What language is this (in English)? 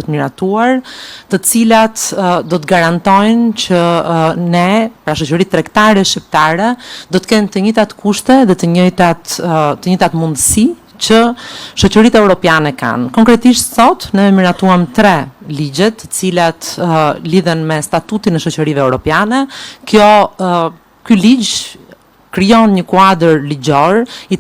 Albanian